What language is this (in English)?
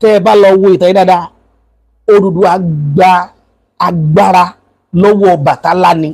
Yoruba